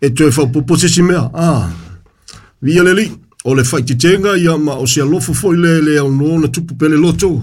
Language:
Samoan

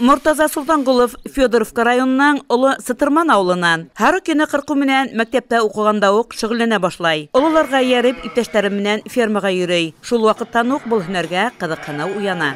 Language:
Bashkir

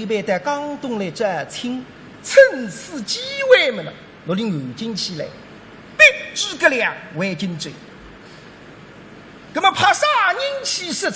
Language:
Wu Chinese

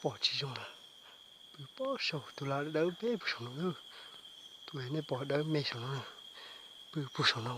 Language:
Hmong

